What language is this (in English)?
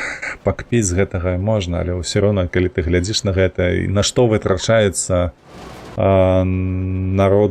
Belarusian